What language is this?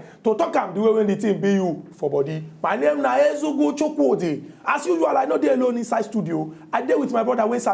Nigerian Pidgin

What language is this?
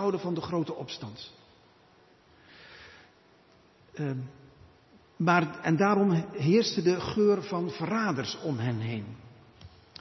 Dutch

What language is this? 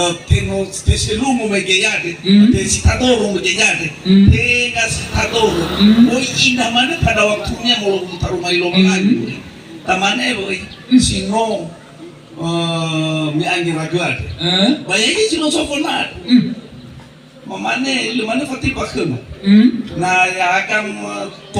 Nias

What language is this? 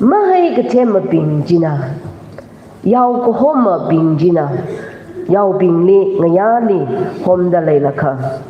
Tangkhul Naga (India)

